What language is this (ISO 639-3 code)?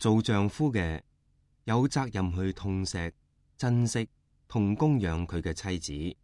yue